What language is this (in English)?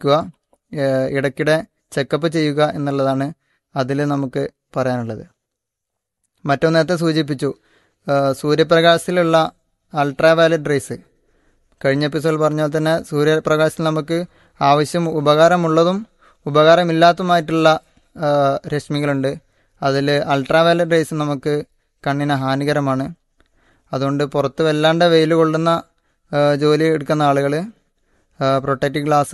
Malayalam